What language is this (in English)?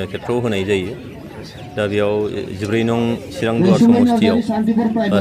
Bodo